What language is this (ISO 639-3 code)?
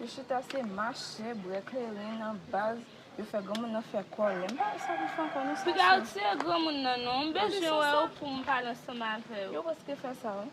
hat